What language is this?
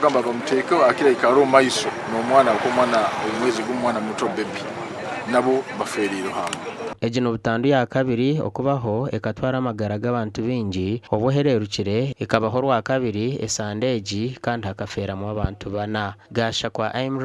Nyankole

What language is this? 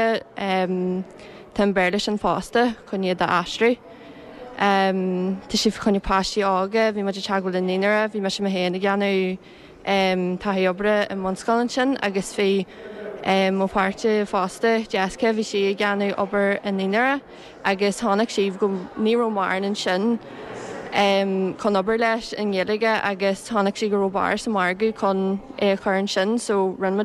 Irish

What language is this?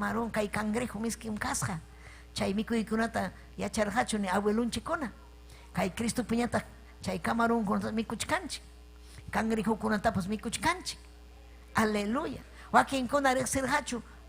Ayacucho Quechua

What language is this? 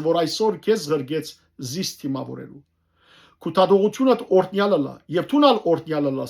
Western Armenian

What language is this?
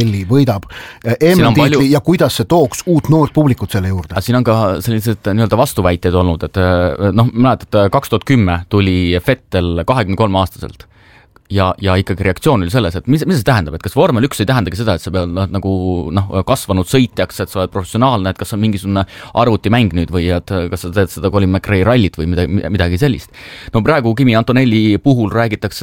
Estonian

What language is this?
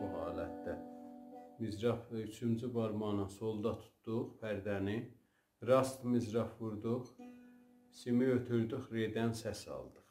South Azerbaijani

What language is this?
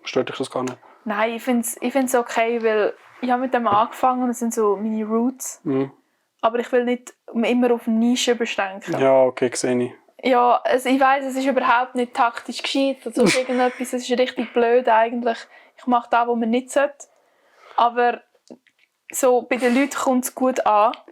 Swiss German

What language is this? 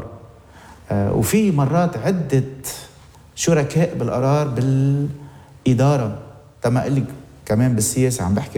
North Levantine Arabic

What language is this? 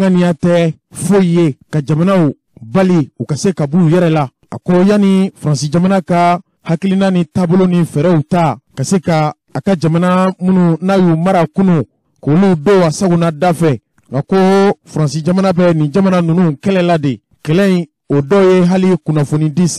Bambara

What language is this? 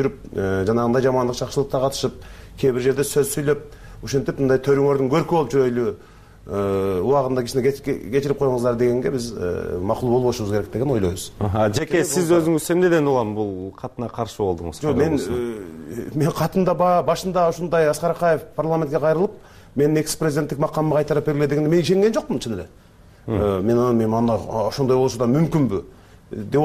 Kyrgyz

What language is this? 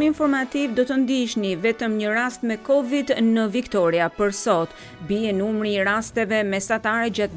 Albanian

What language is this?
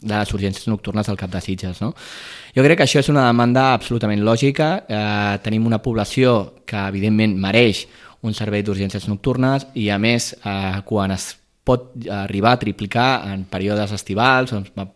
Catalan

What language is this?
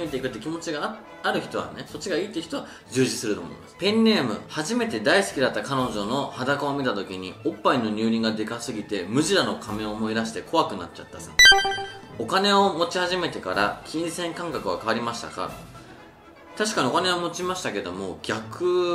Japanese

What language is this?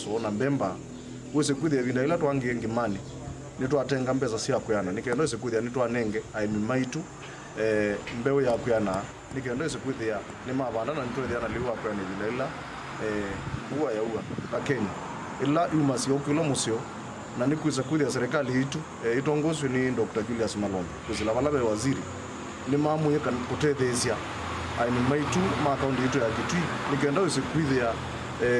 Kamba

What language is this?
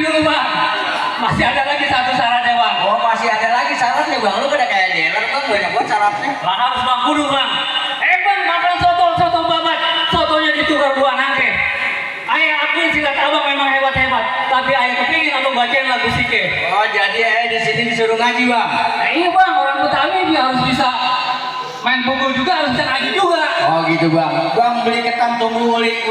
Betawi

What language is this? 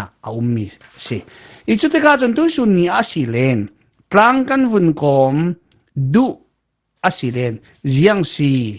Falam Chin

